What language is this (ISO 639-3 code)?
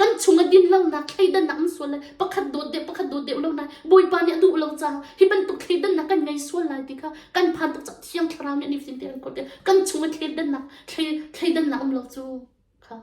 cnh